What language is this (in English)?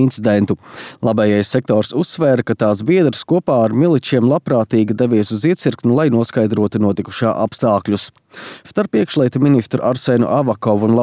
Latvian